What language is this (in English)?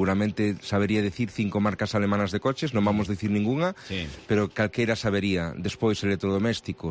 Galician